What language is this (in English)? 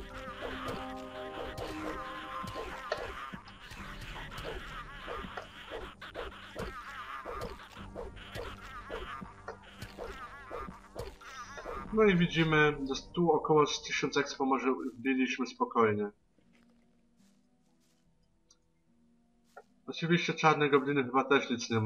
Polish